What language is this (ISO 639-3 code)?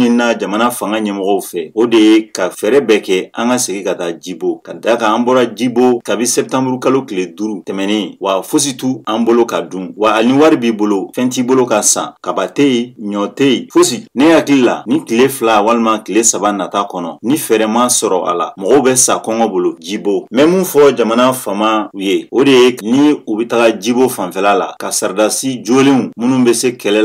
bam